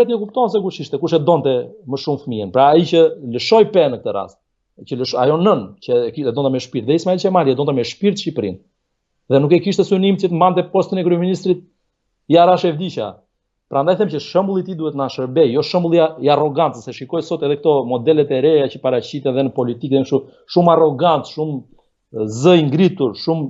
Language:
Albanian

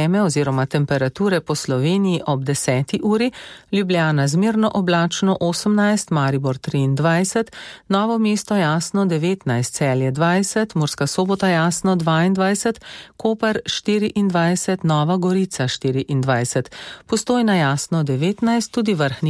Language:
Slovenian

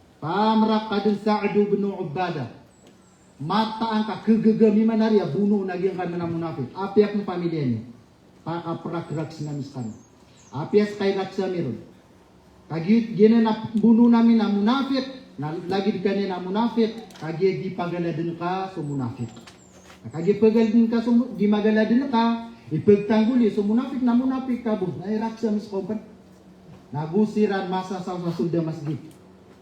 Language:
Maranao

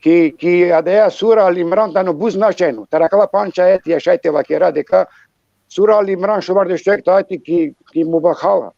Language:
Balkan Romani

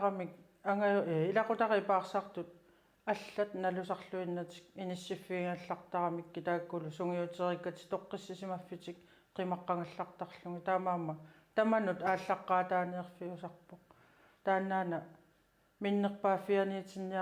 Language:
Kalaallisut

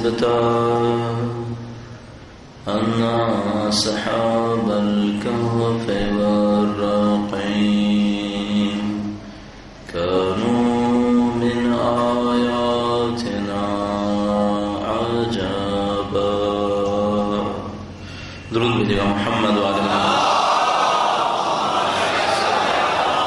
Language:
Urdu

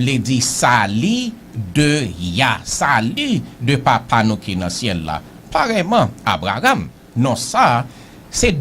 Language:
Haitian Creole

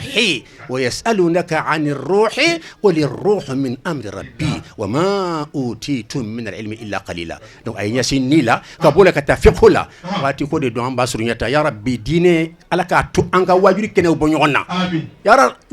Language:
Bambara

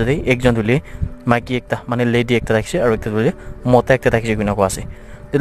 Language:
Naga Pidgin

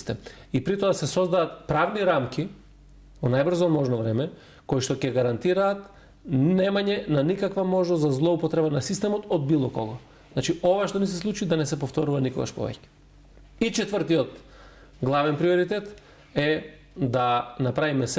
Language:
Macedonian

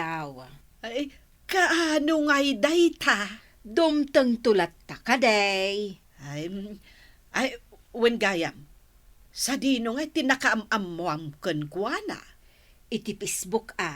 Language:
Iloko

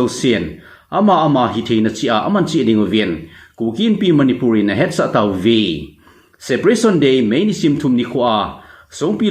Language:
Thado Chin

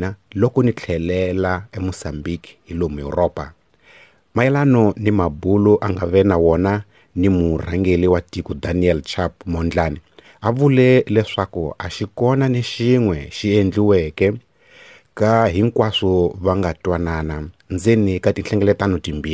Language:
Tsonga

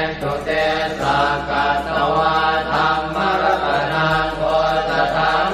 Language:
Pali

